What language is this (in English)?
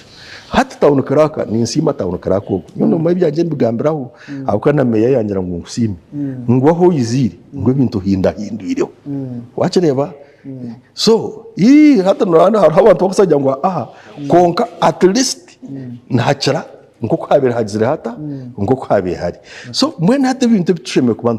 Nyankole